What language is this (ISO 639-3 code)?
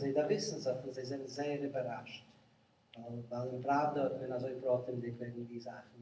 yid